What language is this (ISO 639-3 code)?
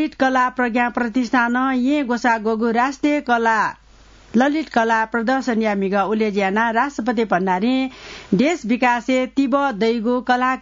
new